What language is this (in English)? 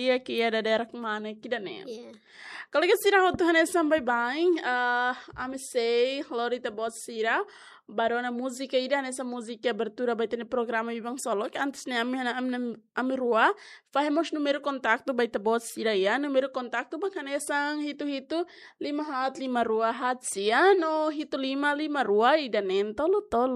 Tetum